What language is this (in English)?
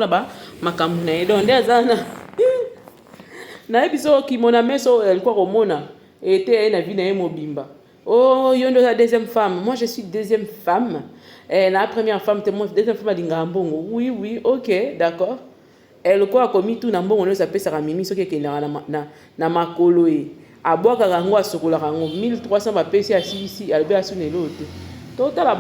Lingala